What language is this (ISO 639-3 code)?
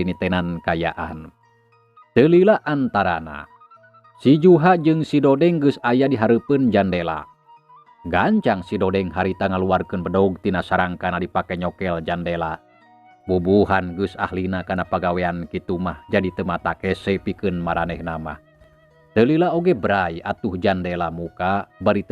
sun